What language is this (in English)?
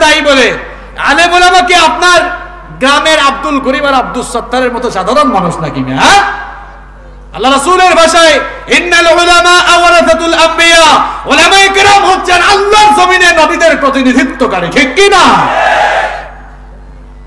Bangla